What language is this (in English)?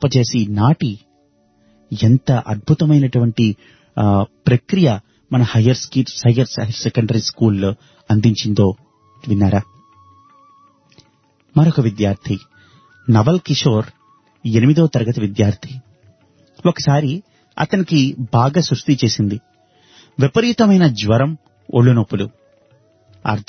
Telugu